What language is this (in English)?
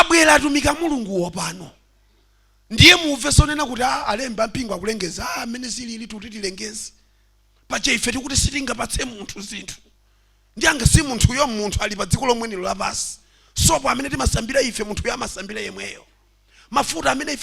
Nyanja